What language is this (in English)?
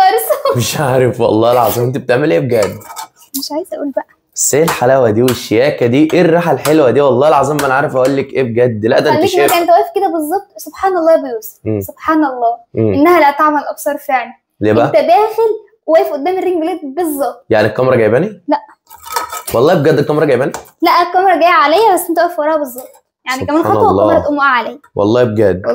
Egyptian Arabic